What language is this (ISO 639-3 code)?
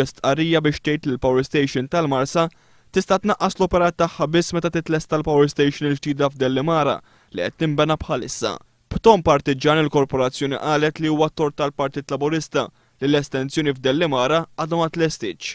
mlt